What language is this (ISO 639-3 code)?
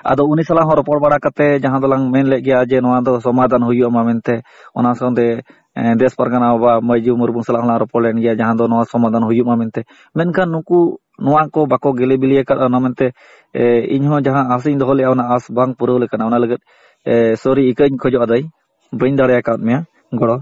sat